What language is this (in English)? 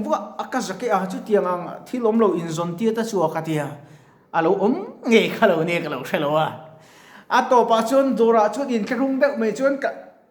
Mizo